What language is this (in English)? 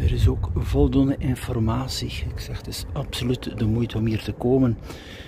Dutch